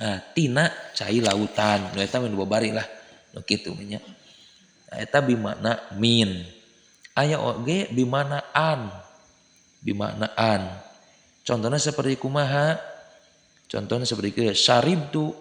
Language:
Sundanese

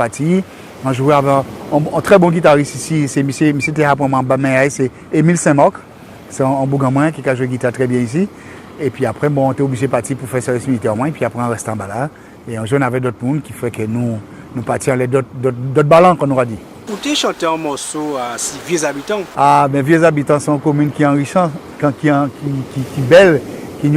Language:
Guadeloupean Creole French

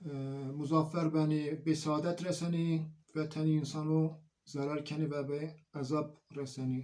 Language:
Zaza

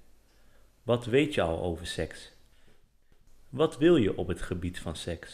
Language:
Dutch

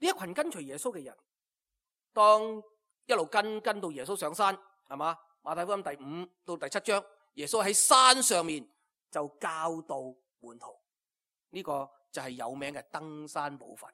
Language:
Cantonese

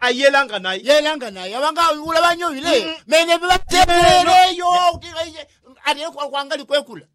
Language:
Yao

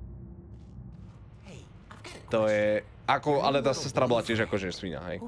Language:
Slovak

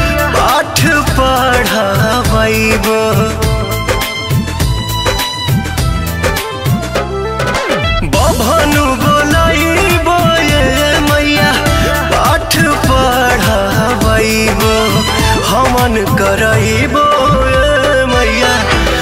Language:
Bhojpuri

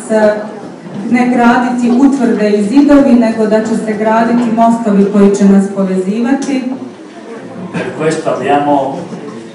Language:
Croatian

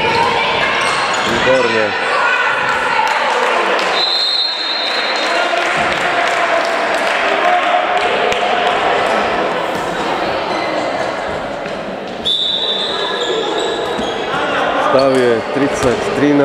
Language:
Slovak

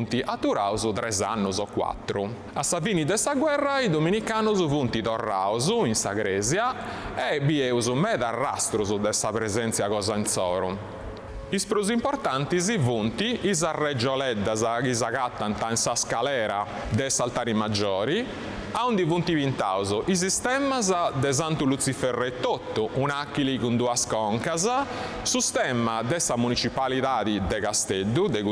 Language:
Sardinian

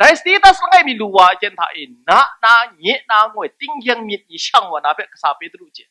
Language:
Kachin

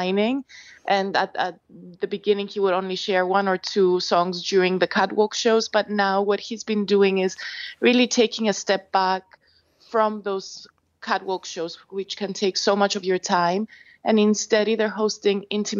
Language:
English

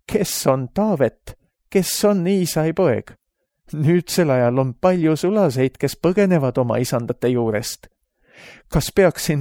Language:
Estonian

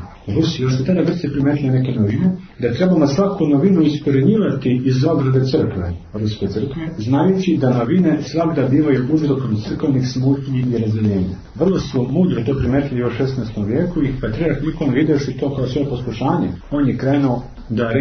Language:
Serbian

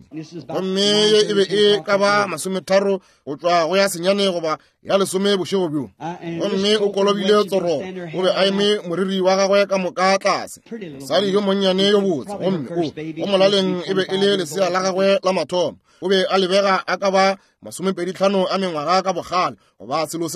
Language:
Northern Sotho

